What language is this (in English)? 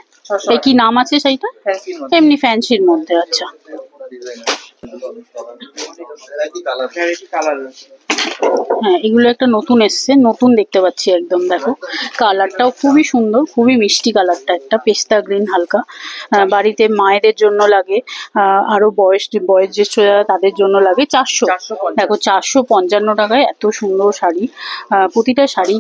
Bangla